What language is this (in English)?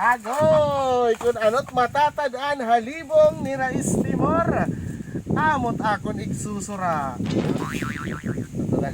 Waray